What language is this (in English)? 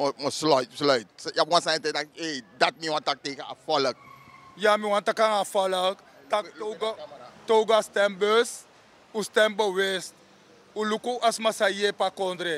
Sranan Tongo